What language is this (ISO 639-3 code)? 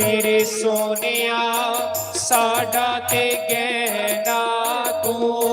doi